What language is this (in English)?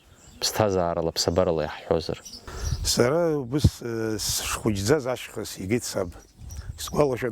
Abkhazian